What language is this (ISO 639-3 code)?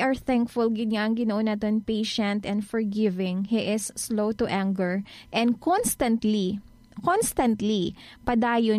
hil